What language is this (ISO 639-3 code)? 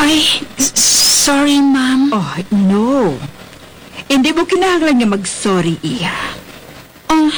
hil